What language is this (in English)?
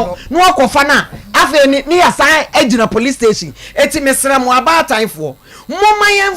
Akan